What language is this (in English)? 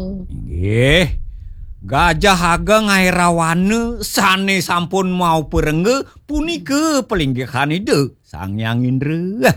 Balinese